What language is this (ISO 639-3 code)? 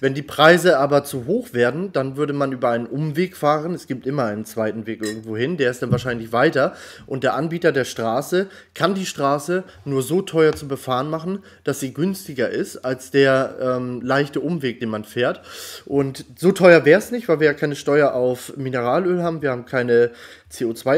deu